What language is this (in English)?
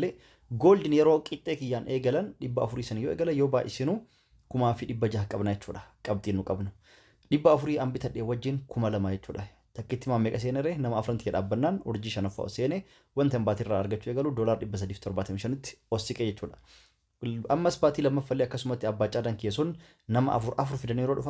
Oromo